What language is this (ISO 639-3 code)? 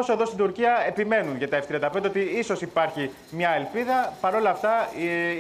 ell